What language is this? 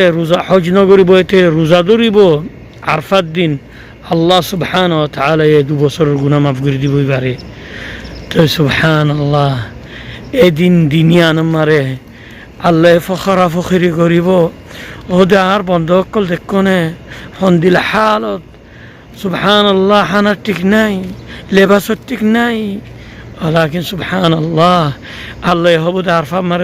Rohingya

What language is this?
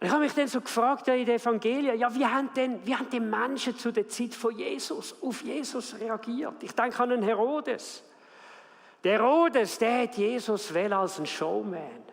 Swiss German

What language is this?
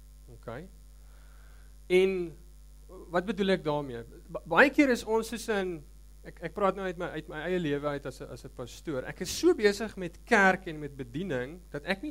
Afrikaans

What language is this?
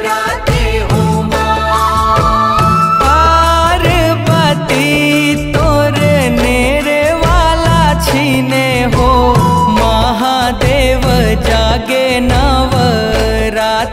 Chhattisgarhi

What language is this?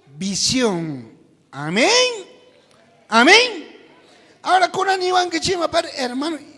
South Bolivian Quechua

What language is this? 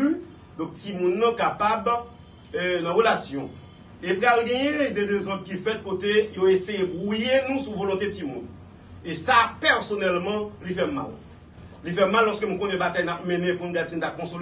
Haitian Creole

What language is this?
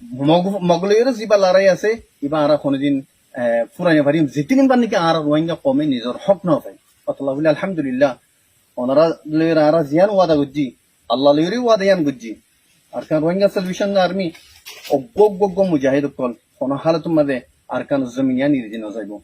Rohingya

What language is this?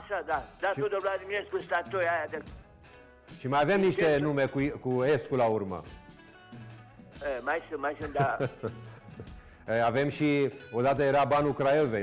Romanian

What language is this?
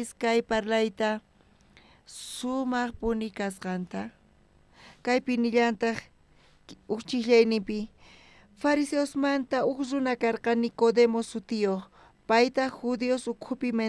South Bolivian Quechua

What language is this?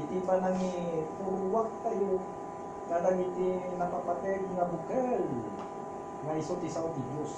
Iloko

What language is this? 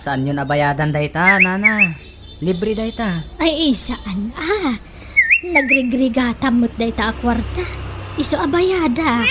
Iloko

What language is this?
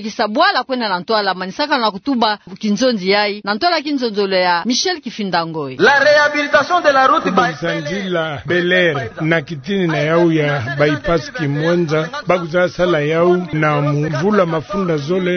Kituba (Democratic Republic of Congo)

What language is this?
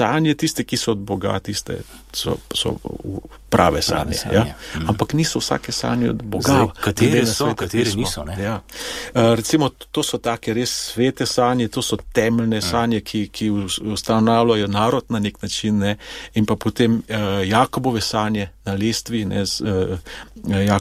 Slovenian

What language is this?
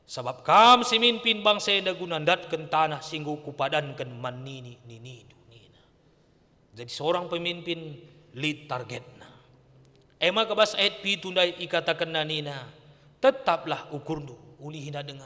Batak Karo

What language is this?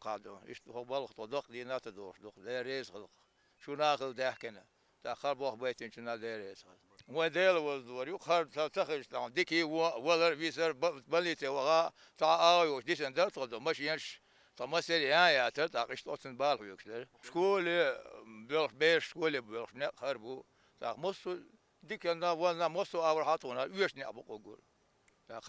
Chechen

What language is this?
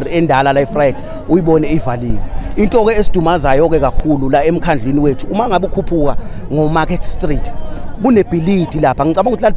Zulu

